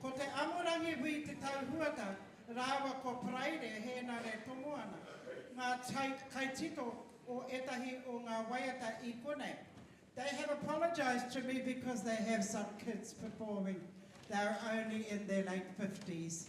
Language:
Māori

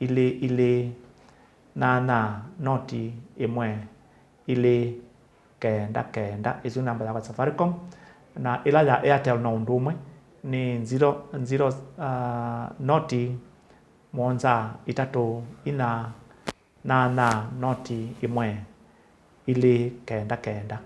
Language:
Kamba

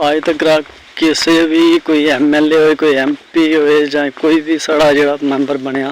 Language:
Dogri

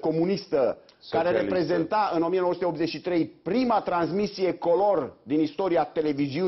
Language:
Romanian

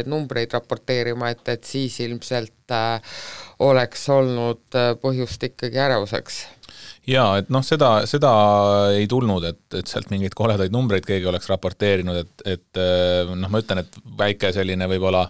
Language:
Estonian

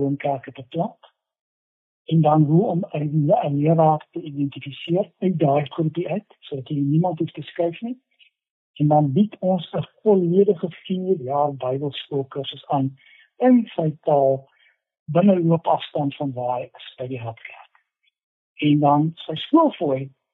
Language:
Afrikaans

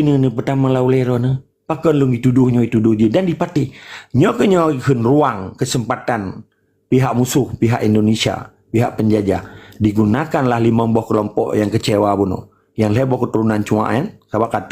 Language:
Achinese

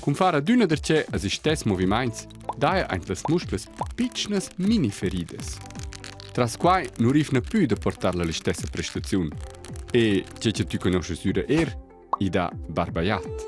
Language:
Romansh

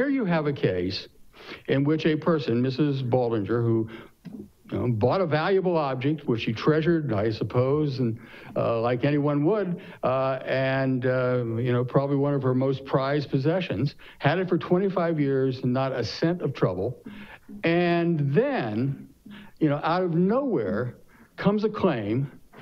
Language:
English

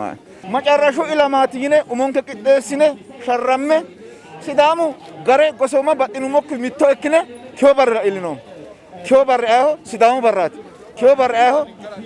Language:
Sidamo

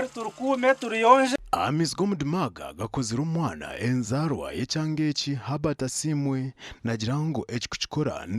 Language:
Nyankole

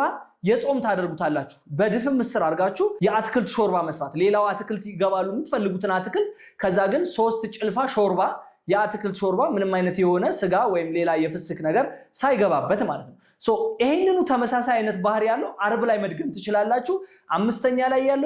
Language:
Amharic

